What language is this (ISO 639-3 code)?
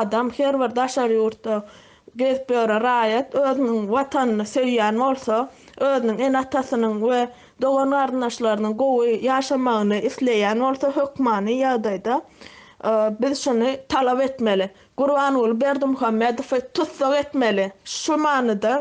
tuk